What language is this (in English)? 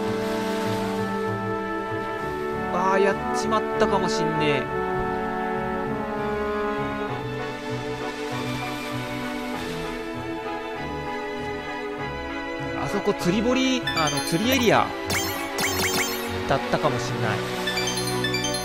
Japanese